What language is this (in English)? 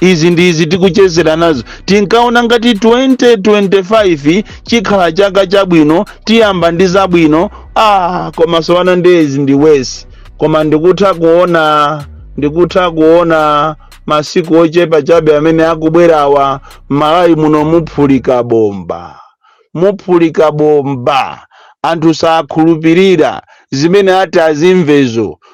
Nyanja